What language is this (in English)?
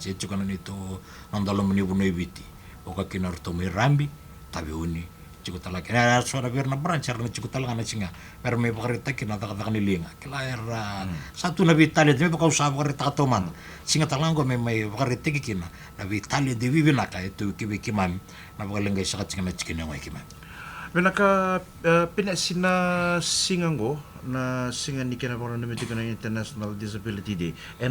Fijian